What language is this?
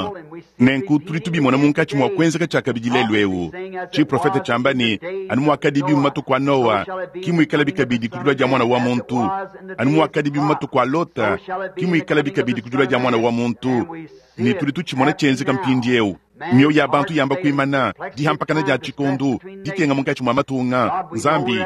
Luba-Lulua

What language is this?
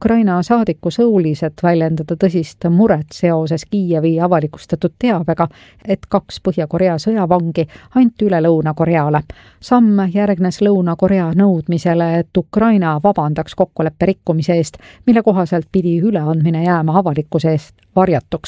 Estonian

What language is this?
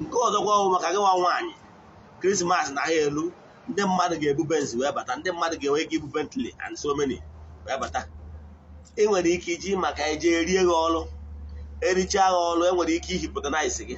Igbo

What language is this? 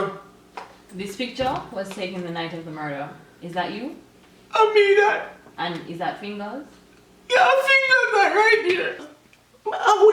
Jamaican Creole English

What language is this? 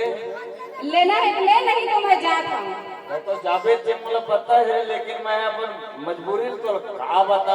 Chhattisgarhi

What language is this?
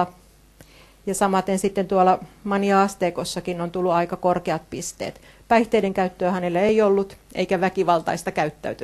Finnish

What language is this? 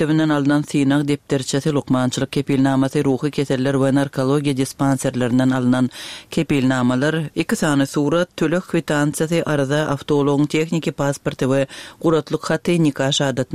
Turkmen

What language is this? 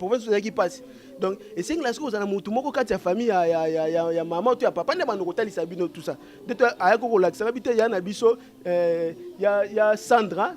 Lingala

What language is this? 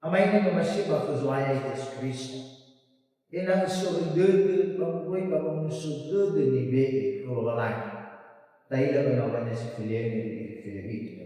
Nias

